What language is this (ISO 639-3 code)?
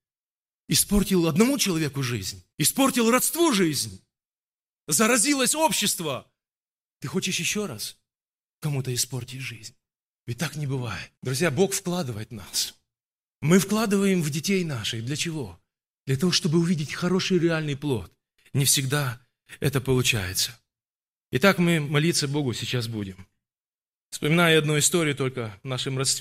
rus